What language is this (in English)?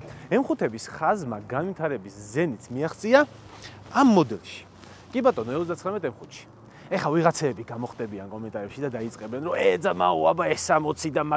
Georgian